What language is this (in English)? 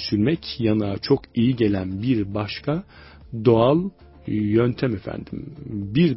Turkish